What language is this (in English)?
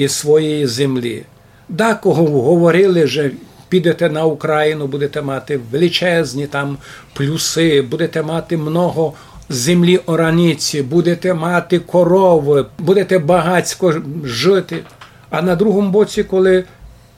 Rusyn